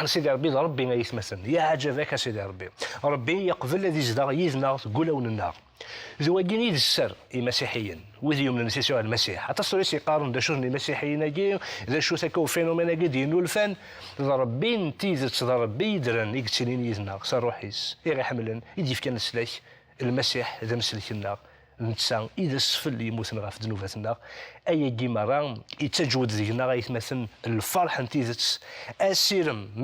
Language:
Kabyle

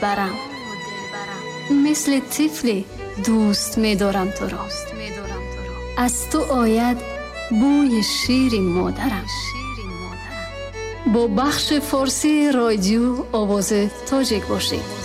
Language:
Persian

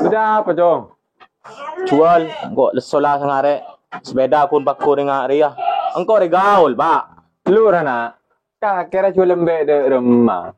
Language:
Madurese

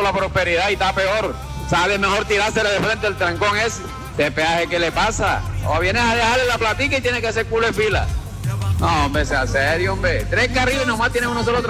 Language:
Spanish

